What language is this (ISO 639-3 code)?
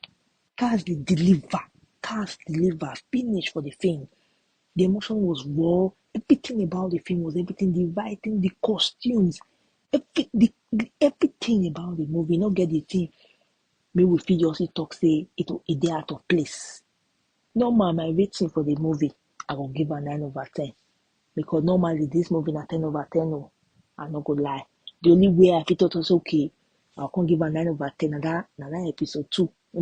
pcm